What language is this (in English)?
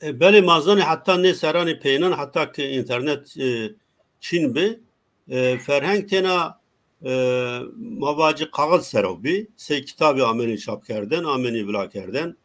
Zaza